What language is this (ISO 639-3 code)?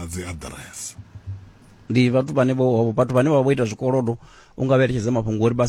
ven